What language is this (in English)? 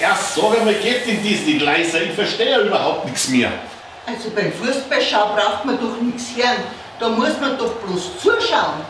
Bavarian